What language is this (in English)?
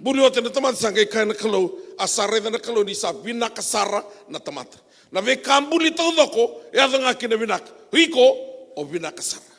Fijian